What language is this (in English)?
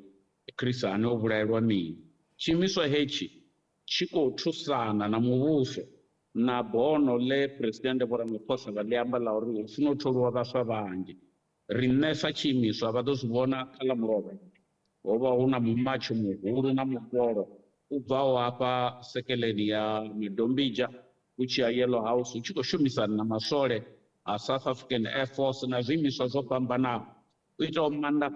Venda